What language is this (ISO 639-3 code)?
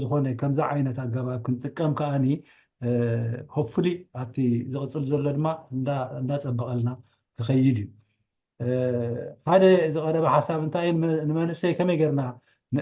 tir